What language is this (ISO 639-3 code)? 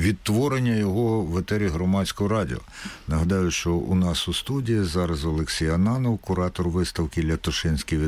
ukr